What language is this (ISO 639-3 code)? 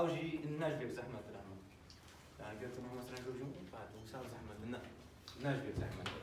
kur